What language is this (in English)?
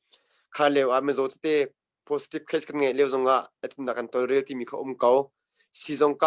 Hakha Chin